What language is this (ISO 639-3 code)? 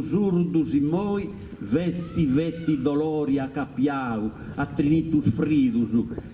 srd